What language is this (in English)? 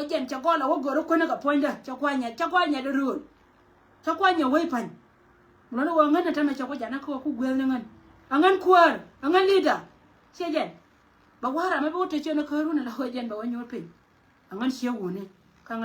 Nuer